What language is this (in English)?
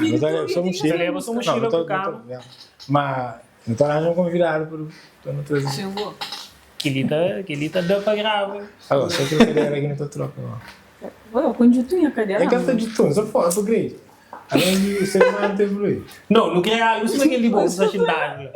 Kabuverdianu